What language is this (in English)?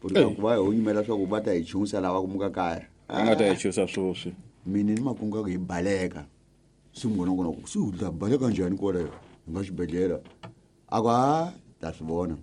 Tsonga